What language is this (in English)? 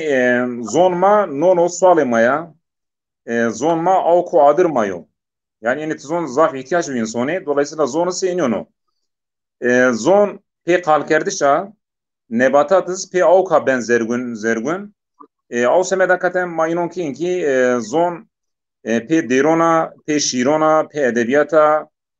Zaza